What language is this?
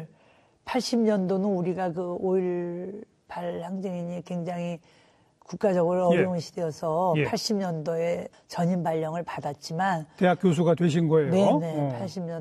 Korean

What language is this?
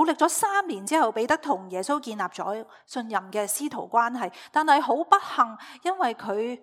Cantonese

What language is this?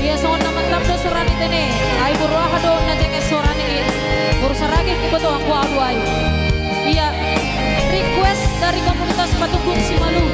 Batak Simalungun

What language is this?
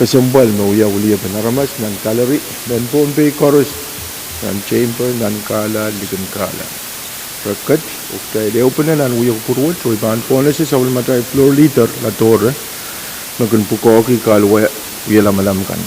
Pohnpeian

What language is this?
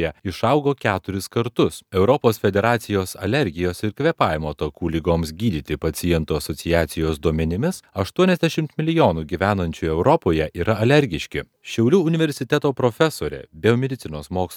Lithuanian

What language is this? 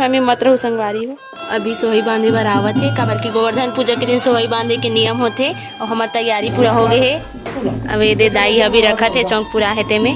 Chhattisgarhi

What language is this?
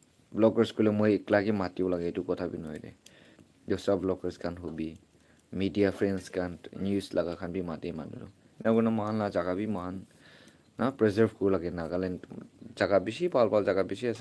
Naga Pidgin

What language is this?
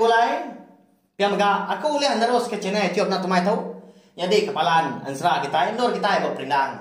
Iban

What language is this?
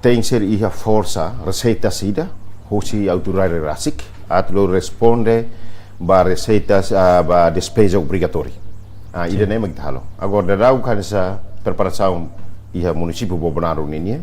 Tetum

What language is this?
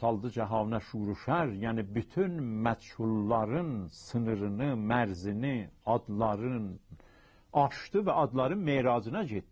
South Azerbaijani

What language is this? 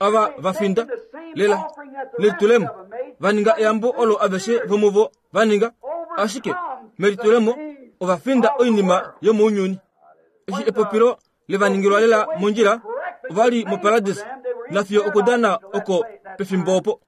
Kuanyama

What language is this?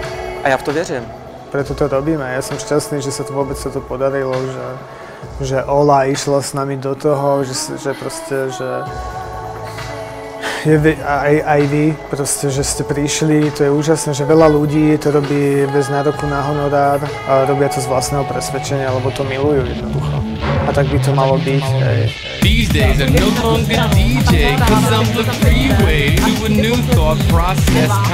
Slovak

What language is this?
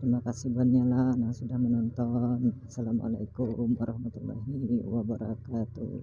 Banjar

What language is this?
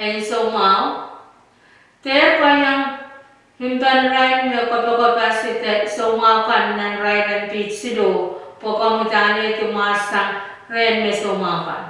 Pohnpeian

